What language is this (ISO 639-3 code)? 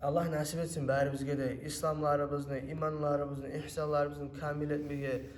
kum